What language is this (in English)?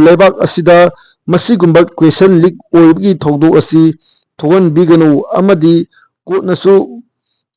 Manipuri